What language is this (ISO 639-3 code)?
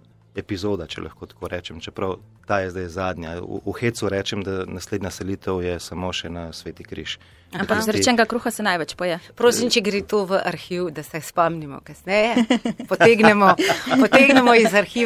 slv